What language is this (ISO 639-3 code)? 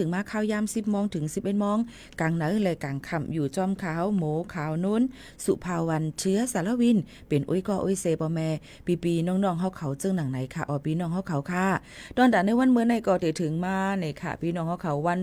shn